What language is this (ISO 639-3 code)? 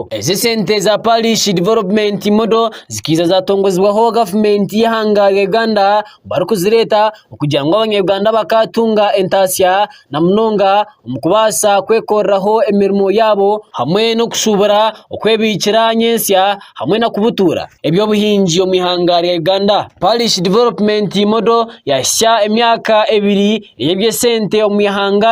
nyn